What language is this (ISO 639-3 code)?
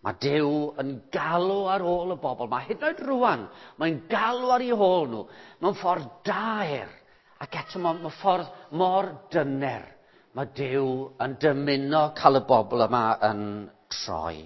cym